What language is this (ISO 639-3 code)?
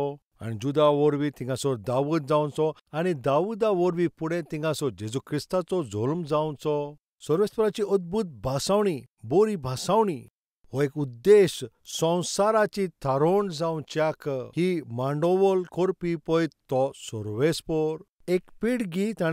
kok